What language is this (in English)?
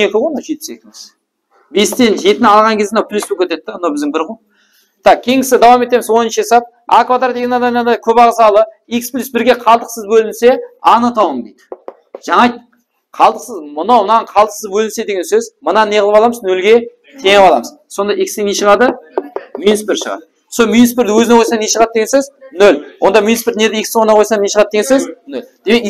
Kara-Kalpak